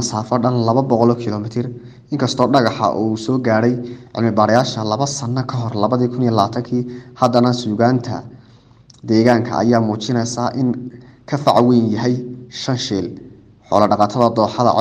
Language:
Somali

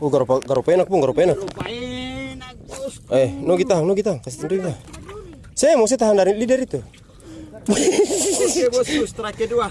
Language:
Ambonese Malay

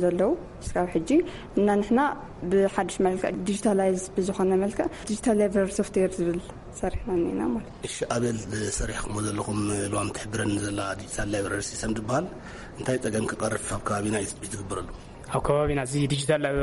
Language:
Tigrinya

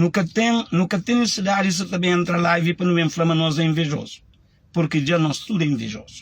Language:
Kabuverdianu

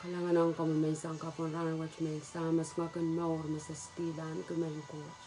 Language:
Pohnpeian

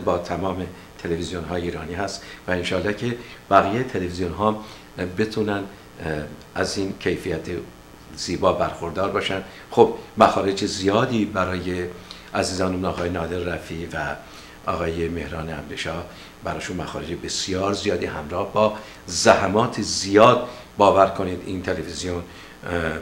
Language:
Persian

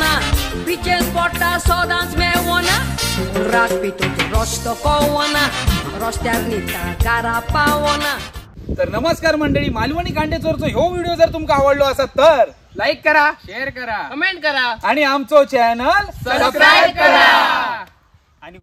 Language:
Konkani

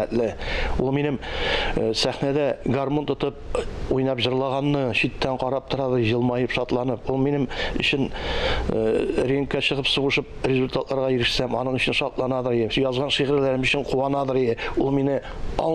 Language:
Tatar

